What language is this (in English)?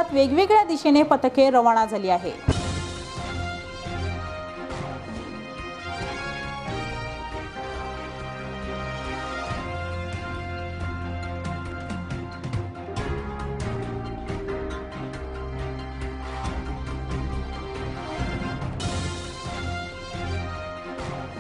Marathi